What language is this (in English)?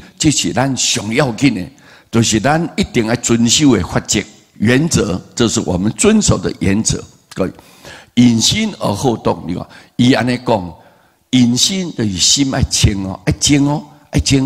Min Nan Chinese